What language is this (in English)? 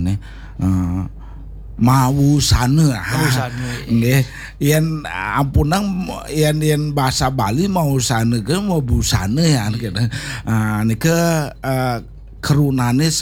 Balinese